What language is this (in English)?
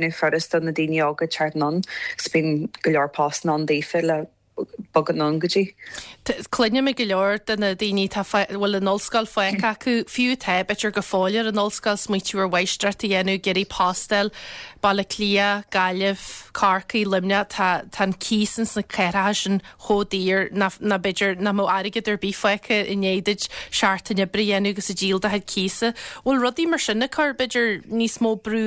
Irish